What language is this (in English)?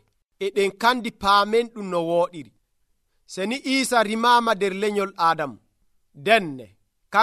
Nigerian Fulfulde